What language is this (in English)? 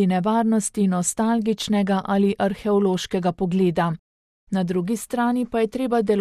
Slovenian